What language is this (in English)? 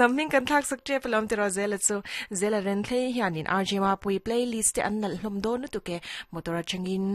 Mizo